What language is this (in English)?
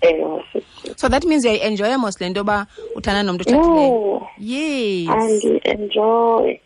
Xhosa